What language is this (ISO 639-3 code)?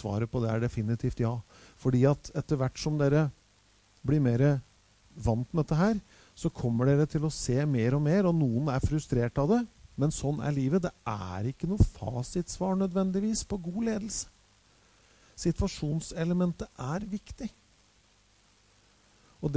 nor